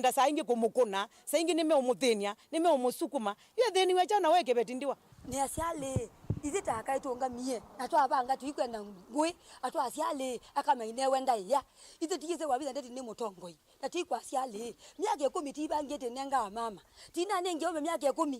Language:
Kamba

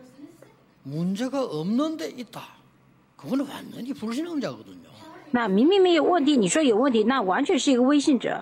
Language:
Korean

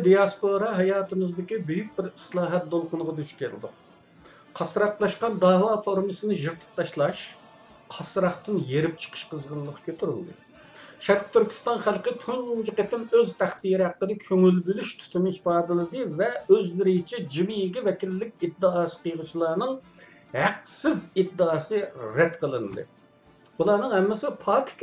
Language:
Uyghur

